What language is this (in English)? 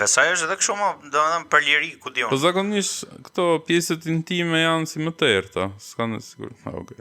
Albanian